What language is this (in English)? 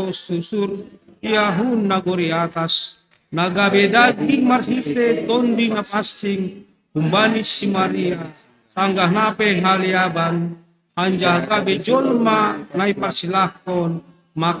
Batak Simalungun